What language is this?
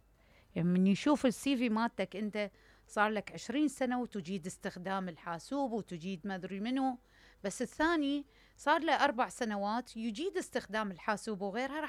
Mesopotamian Arabic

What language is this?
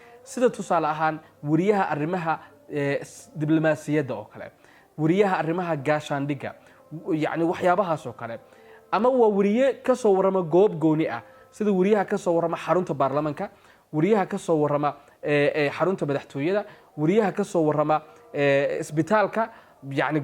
Somali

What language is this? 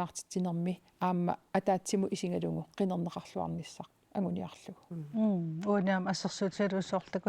Kalaallisut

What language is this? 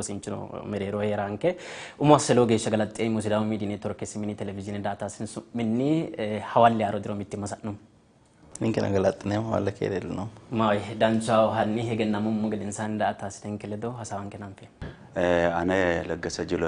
Sidamo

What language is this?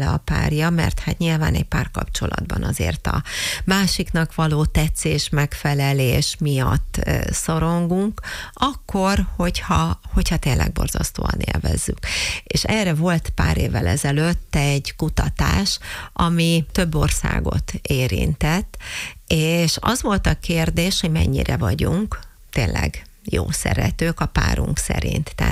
Hungarian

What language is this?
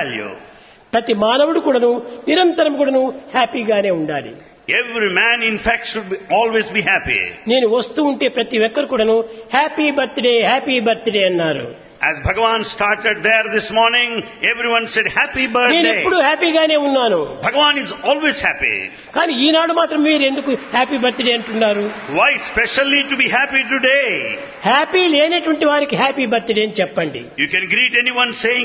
Telugu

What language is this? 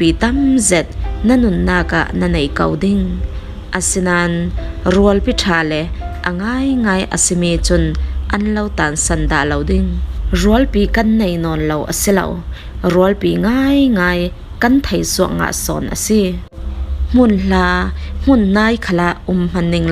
Falam Chin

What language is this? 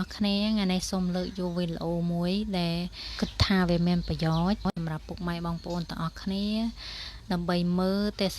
Khmer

